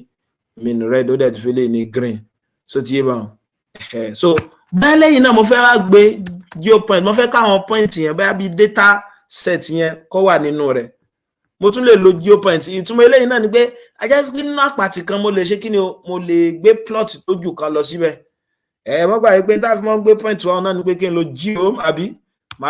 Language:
Yoruba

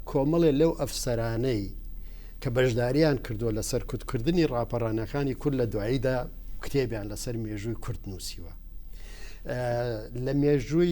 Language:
Central Kurdish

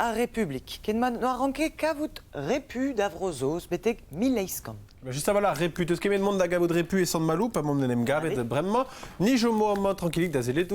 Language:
Breton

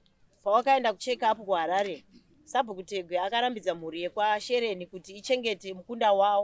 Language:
Shona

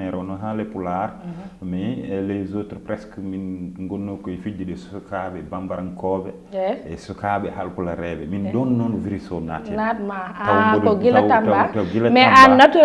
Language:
Fula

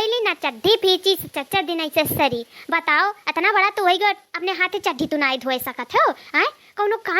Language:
Awadhi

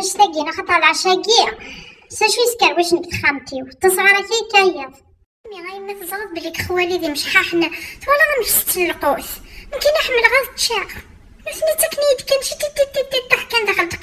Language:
Kabyle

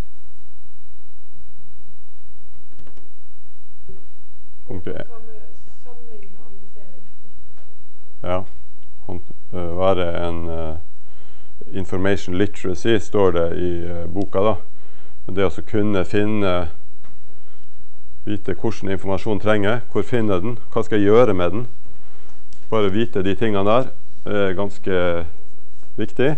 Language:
Norwegian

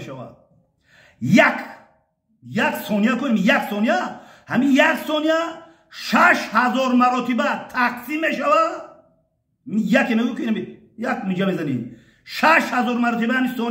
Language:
Tajik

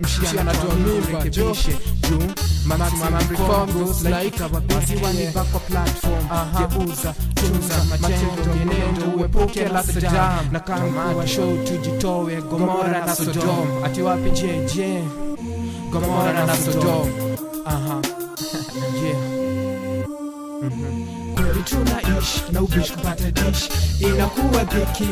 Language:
Swahili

